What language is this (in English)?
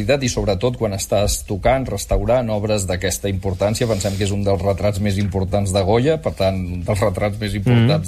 Catalan